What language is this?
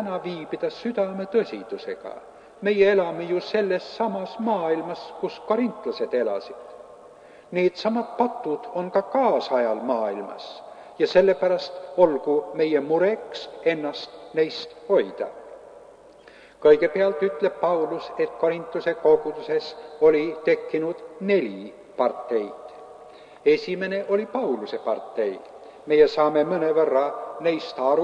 Estonian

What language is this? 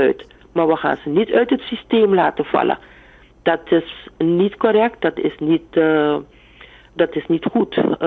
Dutch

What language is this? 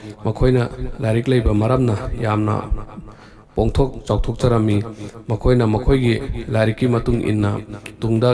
Manipuri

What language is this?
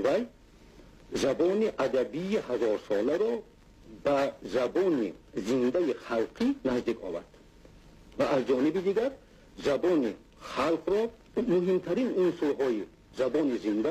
Tajik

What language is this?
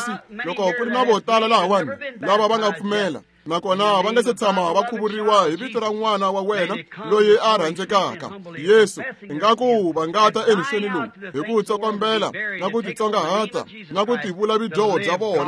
Tsonga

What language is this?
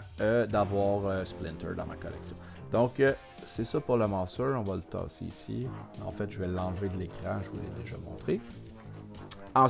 French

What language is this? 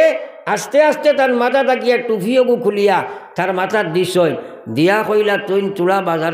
Sylheti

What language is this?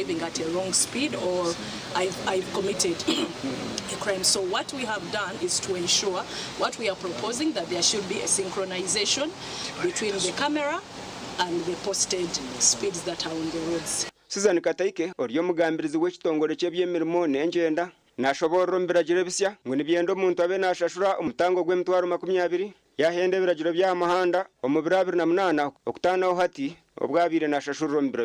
Nyankole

